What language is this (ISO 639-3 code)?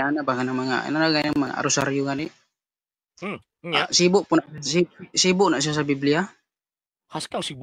ceb